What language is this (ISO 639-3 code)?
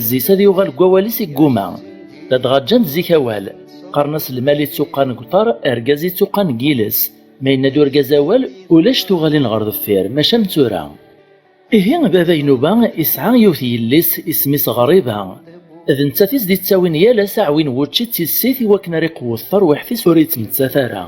kab